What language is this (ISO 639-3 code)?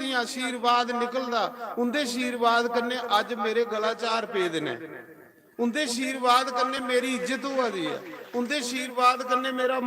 doi